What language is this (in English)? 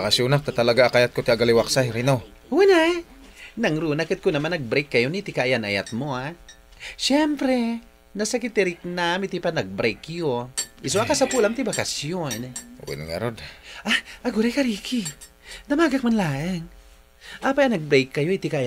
Iloko